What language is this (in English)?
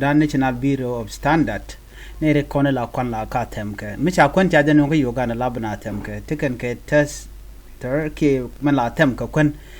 Nuer